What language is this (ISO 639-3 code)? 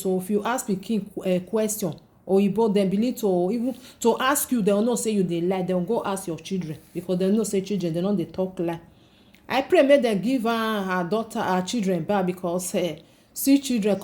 pcm